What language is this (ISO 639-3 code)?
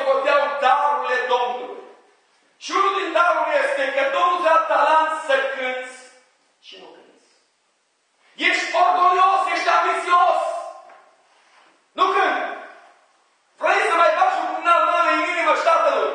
ron